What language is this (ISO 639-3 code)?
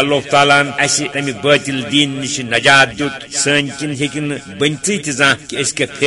kas